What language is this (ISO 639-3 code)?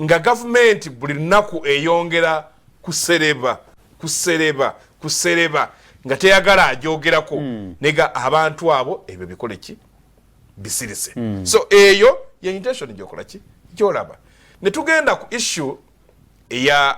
lug